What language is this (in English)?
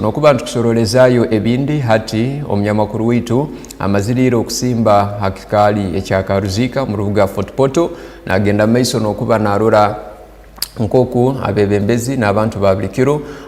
Tooro